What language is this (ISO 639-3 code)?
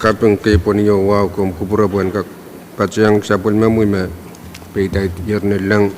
pon